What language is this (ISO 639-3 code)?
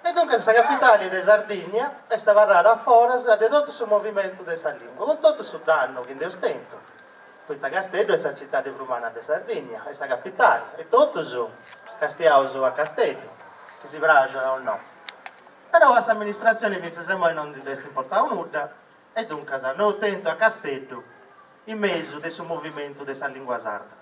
srd